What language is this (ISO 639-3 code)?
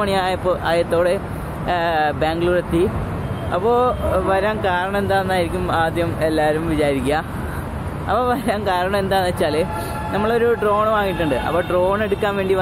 mal